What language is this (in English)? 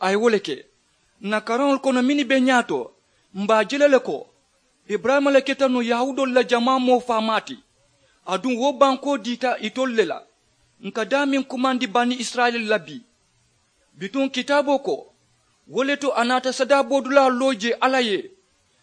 Mandingo